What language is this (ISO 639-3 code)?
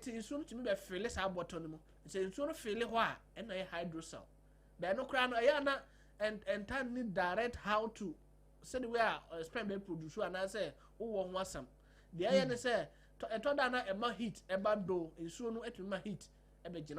aka